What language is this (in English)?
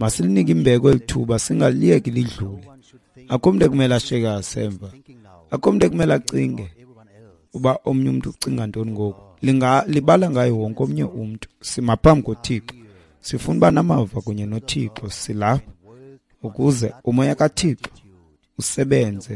Xhosa